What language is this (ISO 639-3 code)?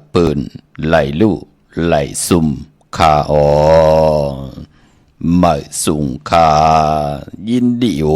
shn